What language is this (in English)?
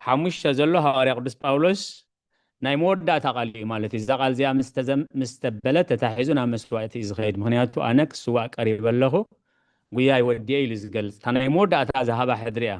Tigrinya